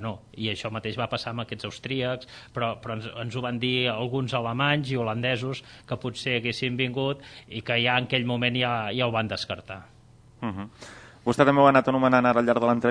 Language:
Catalan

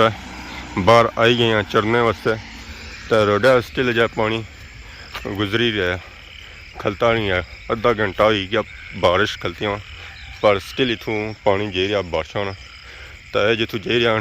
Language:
Pahari-Potwari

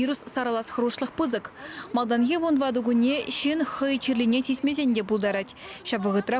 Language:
Chuvash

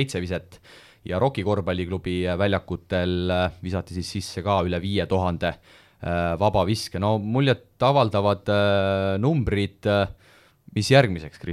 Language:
Estonian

